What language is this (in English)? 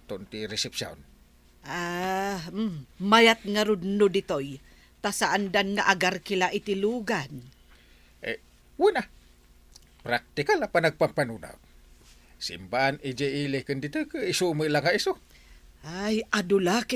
Iloko